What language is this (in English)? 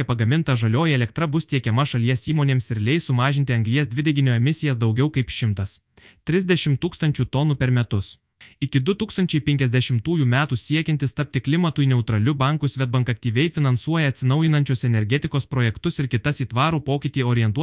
Lithuanian